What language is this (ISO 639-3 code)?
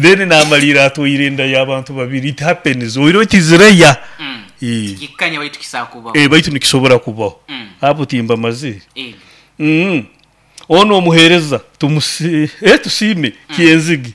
nyo